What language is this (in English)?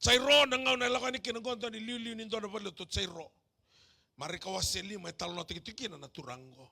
Fijian